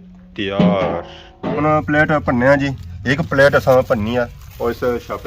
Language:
Pahari-Potwari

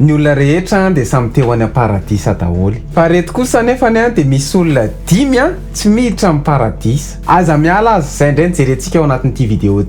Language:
Malagasy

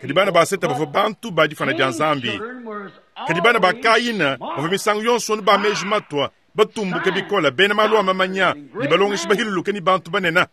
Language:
Luba-Lulua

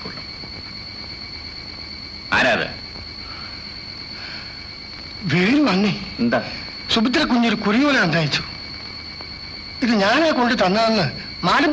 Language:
Malayalam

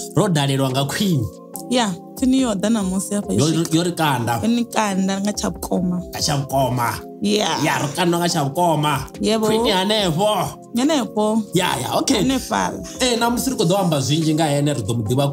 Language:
Venda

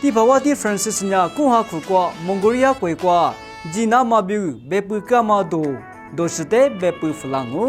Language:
Lisu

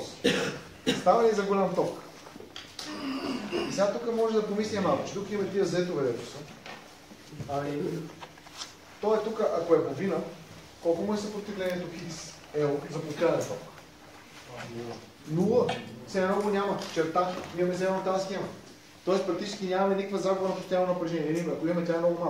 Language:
Bulgarian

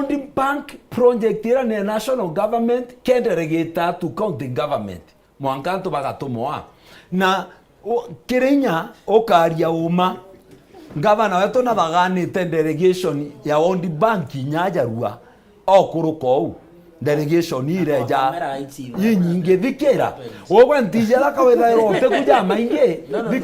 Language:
Meru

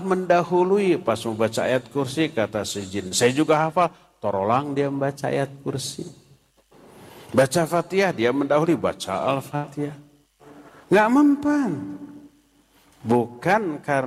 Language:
Indonesian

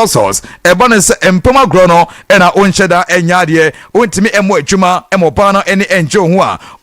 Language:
Akan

